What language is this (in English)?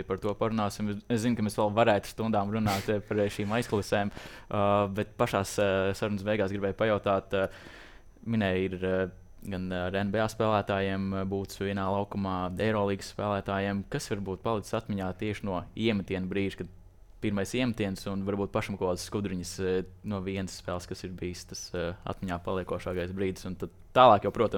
Latvian